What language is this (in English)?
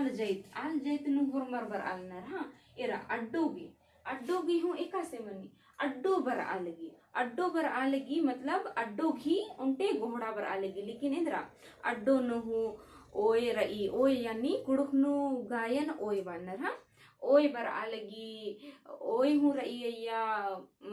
Kurukh